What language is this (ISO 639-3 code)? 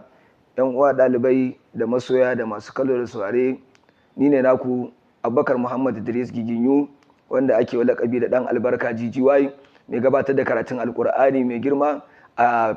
hau